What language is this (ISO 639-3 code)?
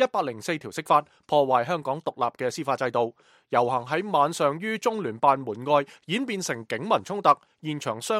yue